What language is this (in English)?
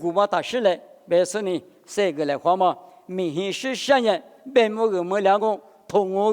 Lisu